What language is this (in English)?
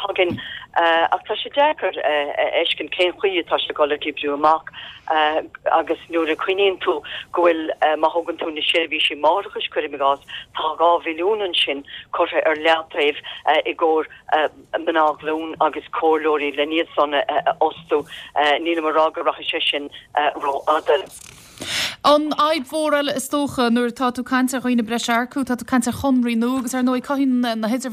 Irish